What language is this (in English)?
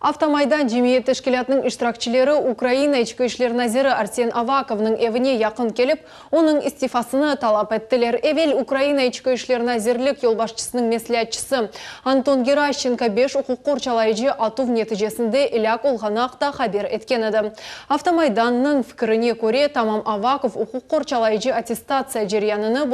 Crimean Tatar